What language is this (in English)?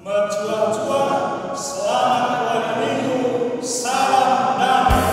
Batak Karo